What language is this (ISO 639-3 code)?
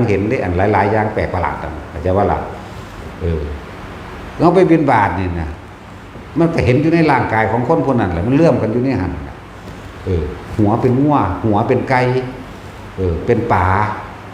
tts